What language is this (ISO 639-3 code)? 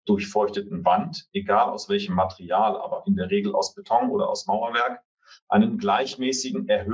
deu